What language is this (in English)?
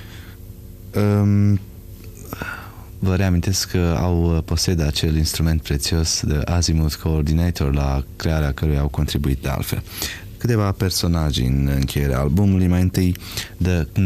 Romanian